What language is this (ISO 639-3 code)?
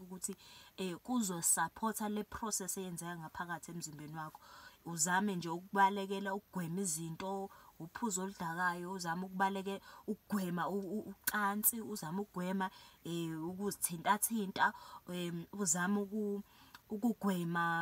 zul